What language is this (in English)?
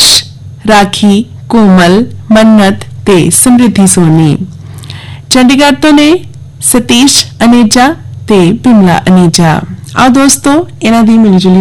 Punjabi